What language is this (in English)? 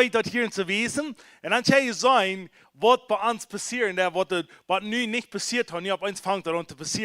Plautdietsch